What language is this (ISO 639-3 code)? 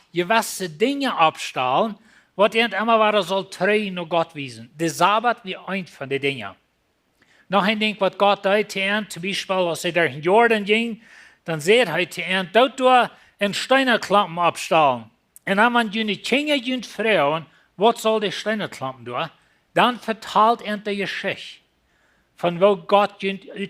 pdt